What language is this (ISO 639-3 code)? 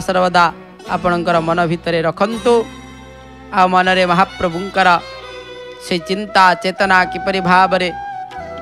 ori